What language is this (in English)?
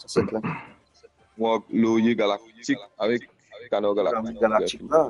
Morisyen